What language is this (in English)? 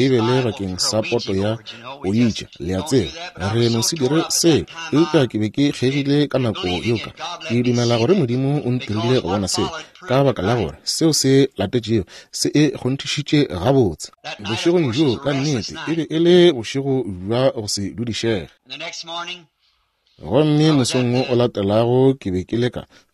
Northern Sotho